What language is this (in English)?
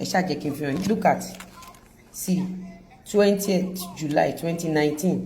Yoruba